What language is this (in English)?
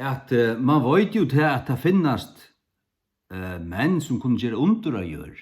Faroese